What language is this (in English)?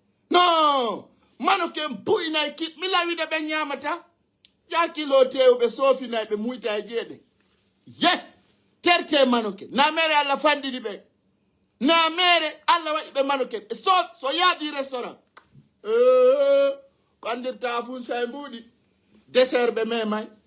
Fula